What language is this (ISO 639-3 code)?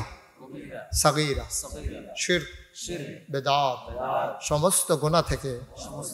ben